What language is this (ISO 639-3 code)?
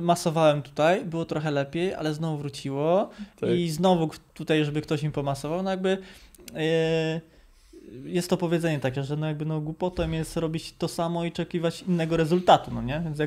pol